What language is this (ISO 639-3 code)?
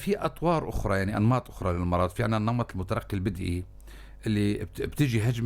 apc